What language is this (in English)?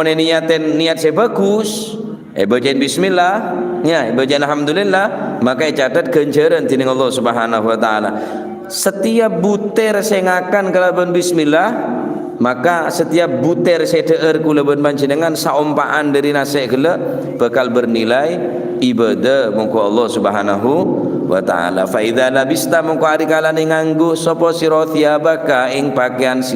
Madurese